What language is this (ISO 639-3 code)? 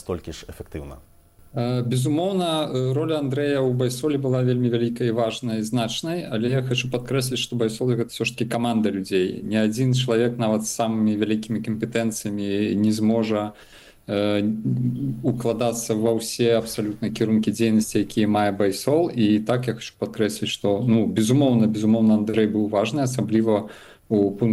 bel